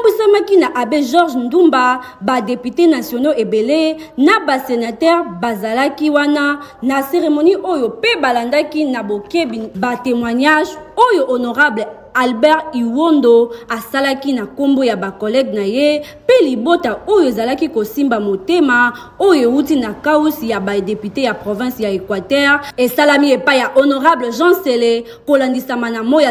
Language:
Lingala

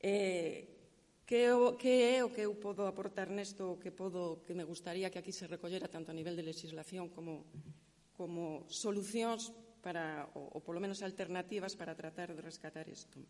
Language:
Galician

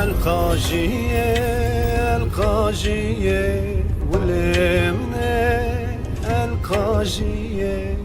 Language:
Zaza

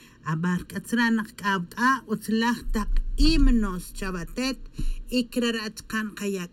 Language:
Tz'utujil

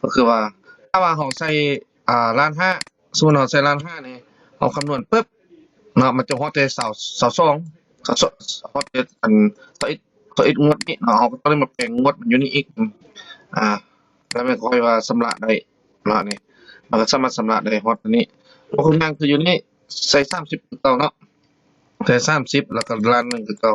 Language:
Lao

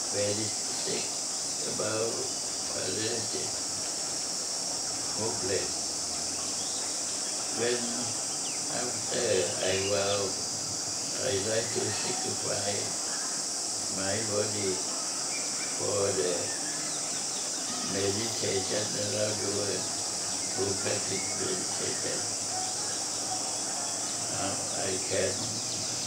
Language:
Thai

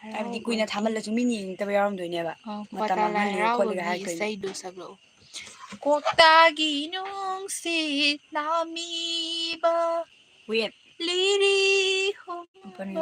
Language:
Manipuri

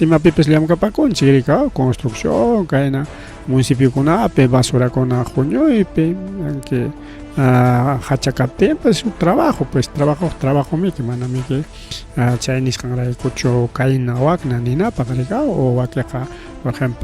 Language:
Ayacucho Quechua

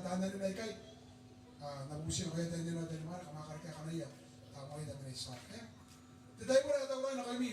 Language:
Gilbertese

